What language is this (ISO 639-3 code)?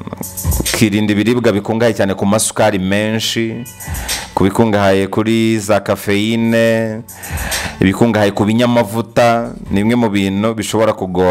kin